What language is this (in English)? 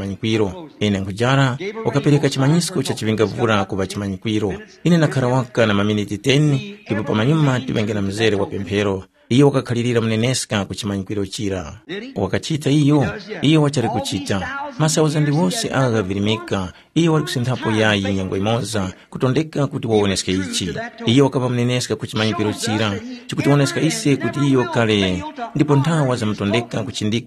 Tumbuka